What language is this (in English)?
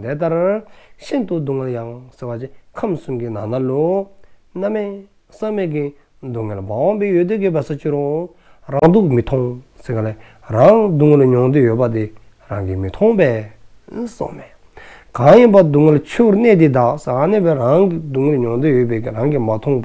Dzongkha